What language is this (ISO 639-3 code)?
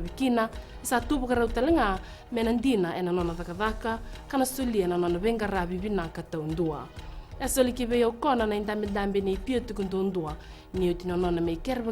fij